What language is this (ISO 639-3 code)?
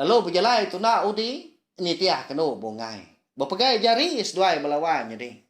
iba